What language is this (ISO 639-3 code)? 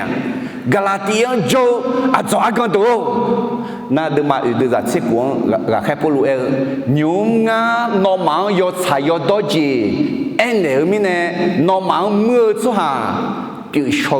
ahk